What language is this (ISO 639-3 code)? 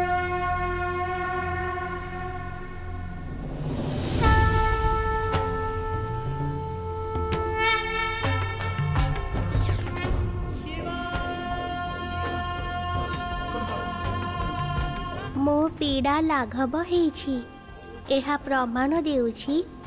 ori